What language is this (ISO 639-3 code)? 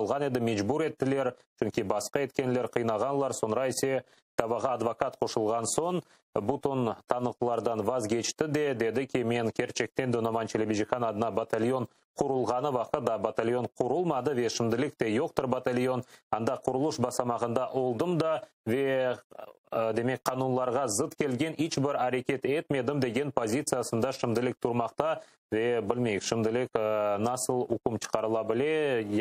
crh